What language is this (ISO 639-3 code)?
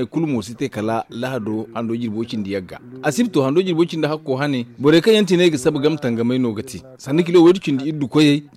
dje